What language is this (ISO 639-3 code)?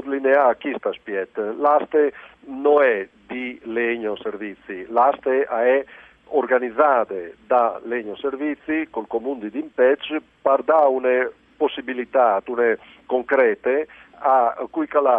fur